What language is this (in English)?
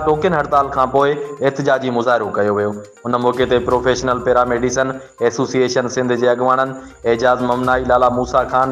Sindhi